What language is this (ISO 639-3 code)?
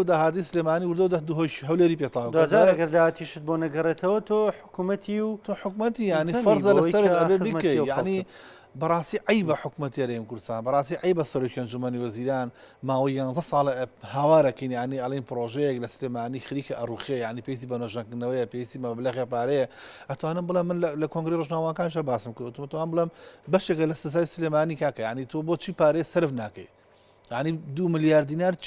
ckb